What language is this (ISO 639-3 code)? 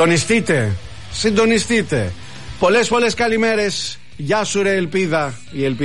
ell